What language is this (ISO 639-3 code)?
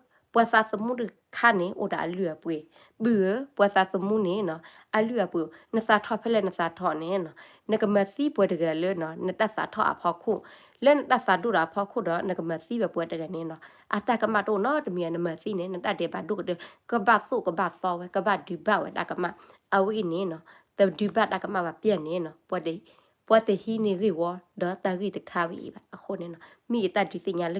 ksw